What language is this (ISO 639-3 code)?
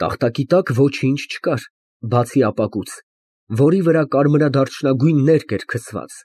hye